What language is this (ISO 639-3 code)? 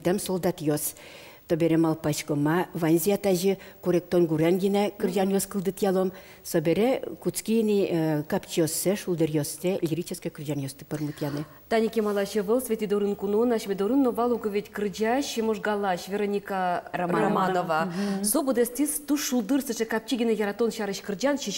udm